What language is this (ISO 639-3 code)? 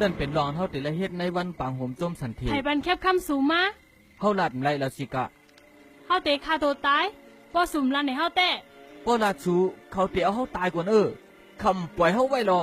shn